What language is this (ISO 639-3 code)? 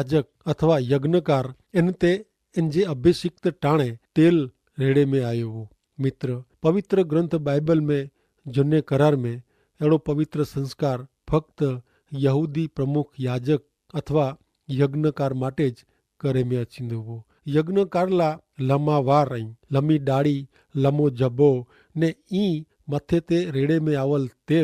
kfr